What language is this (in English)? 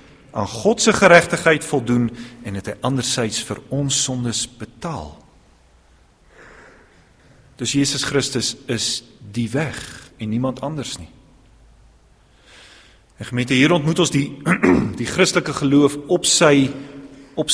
Afrikaans